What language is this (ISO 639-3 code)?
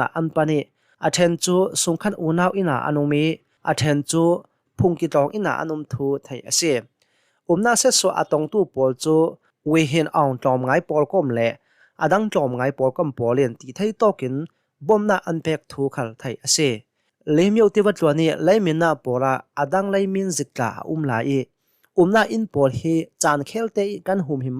cnh